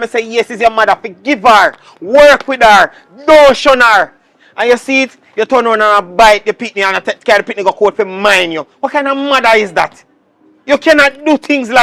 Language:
Jamaican Creole English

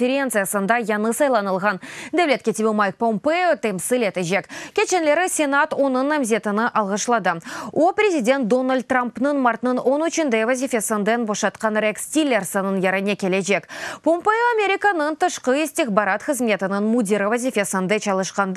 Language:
Crimean Tatar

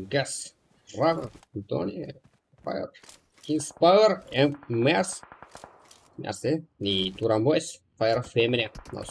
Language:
Kara-Kalpak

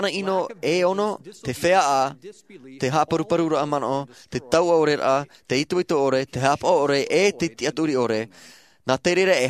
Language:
Tahitian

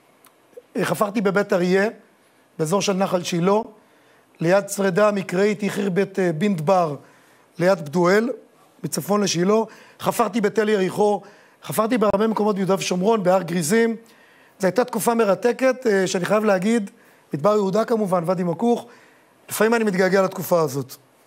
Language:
Hebrew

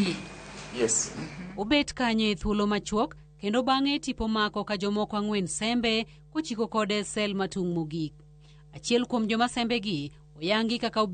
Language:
Luo (Kenya and Tanzania)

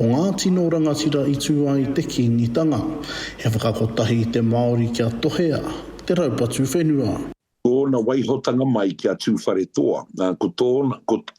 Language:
Māori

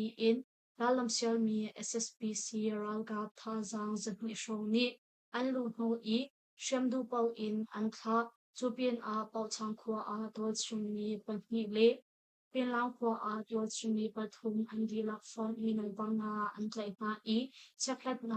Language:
Hakha Chin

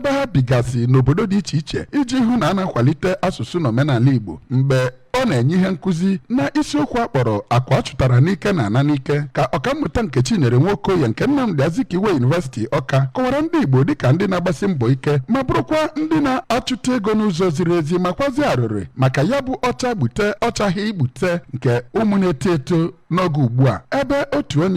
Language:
Igbo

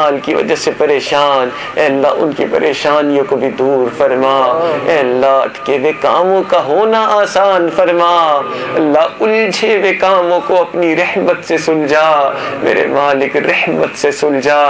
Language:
Urdu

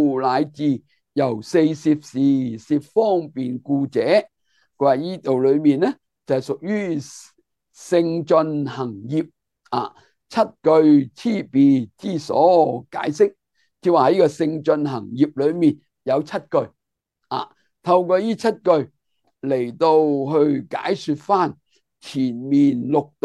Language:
Cantonese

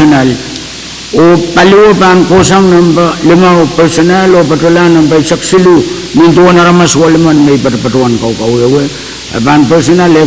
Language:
Pohnpeian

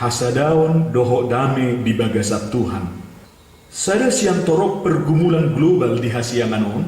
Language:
Batak Toba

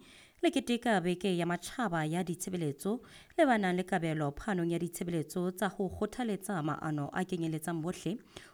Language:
Southern Sotho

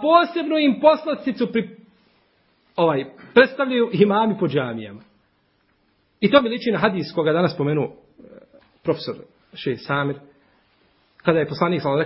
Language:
Bosnian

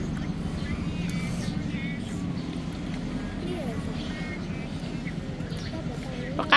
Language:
Hmong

